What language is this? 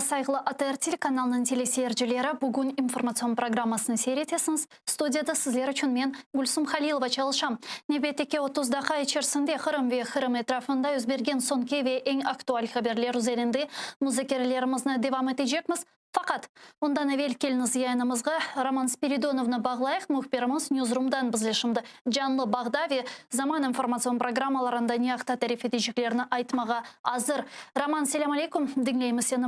Crimean Tatar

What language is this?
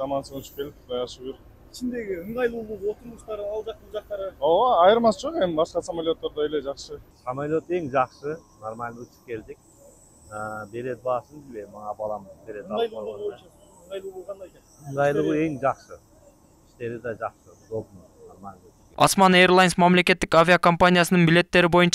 Kyrgyz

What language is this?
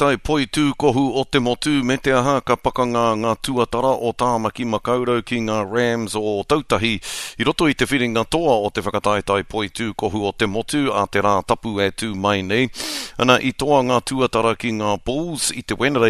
Māori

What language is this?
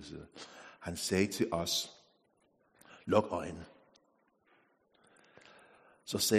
Danish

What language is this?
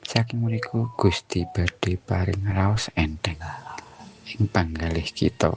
Javanese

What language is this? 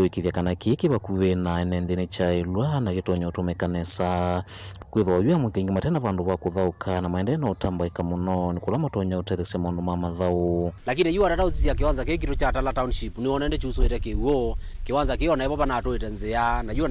Kamba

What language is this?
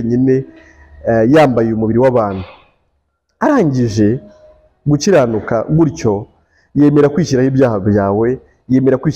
Kinyarwanda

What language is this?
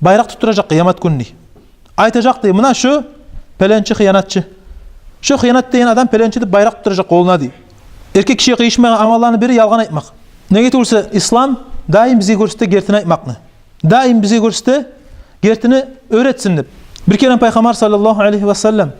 Kumyk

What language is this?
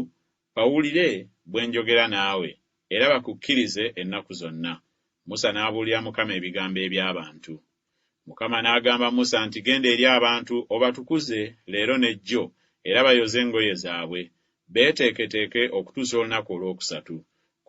Ganda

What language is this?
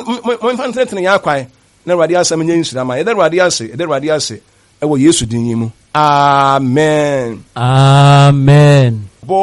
Akan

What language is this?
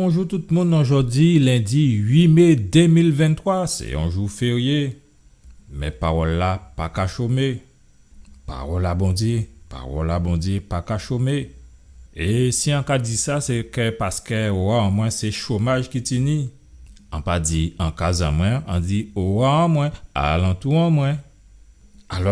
Guadeloupean Creole French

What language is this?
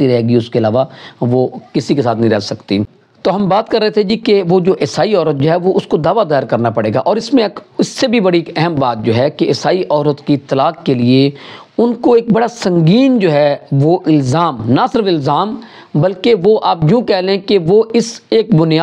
Urdu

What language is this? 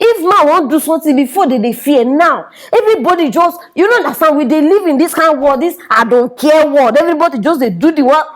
Nigerian Pidgin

